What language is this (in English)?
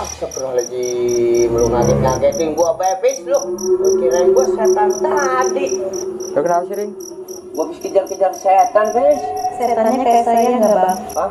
Betawi